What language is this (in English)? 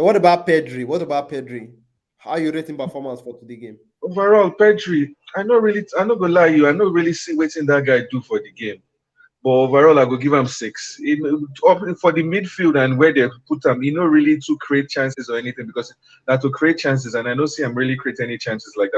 Nigerian Pidgin